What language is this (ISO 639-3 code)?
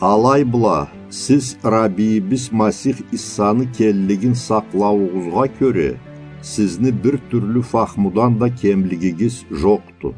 krc